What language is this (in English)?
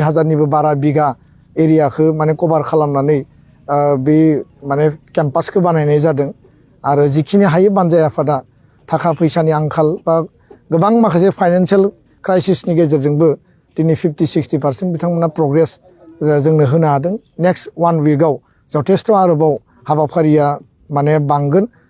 Bodo